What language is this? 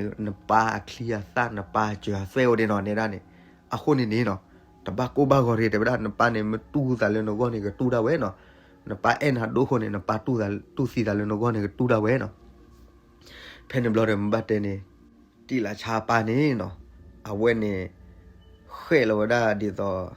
S'gaw Karen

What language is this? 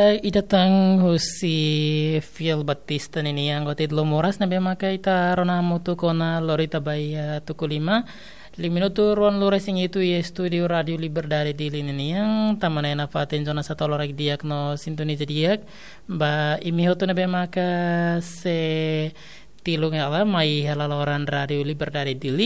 Tetum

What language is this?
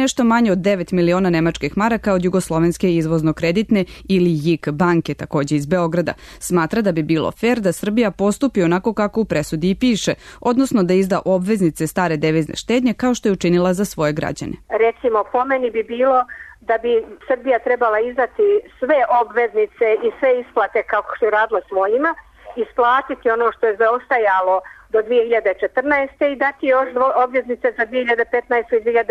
Serbian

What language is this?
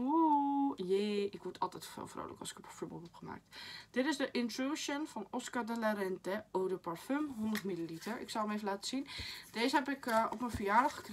Dutch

